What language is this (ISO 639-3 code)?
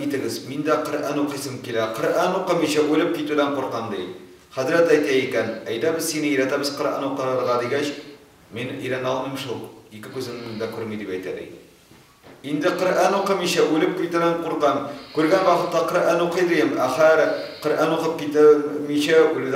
tat